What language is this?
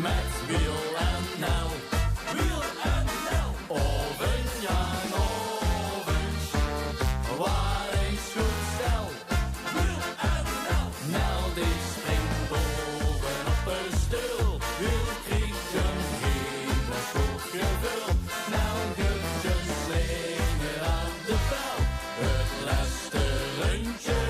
Limburgish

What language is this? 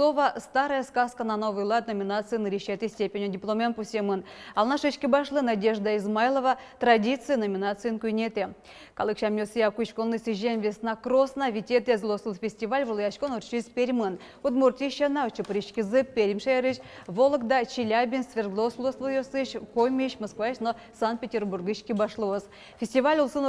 Udmurt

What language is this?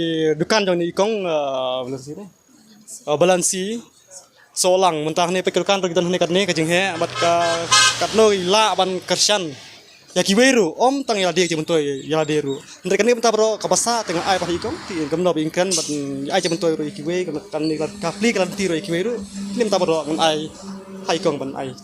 Khasi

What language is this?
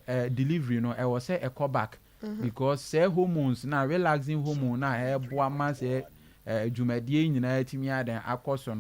Akan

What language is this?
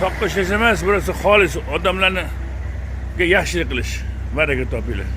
Uzbek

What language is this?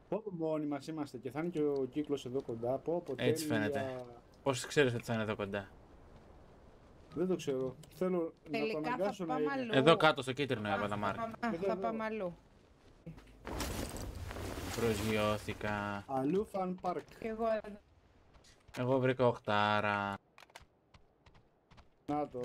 Greek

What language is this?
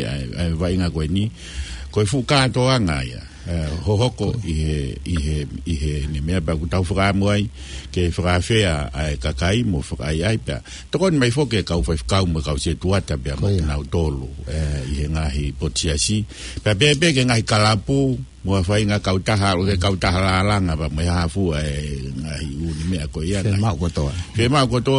Tongan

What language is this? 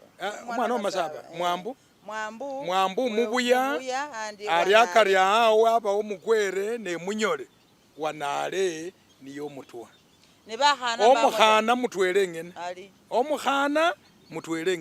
Masaaba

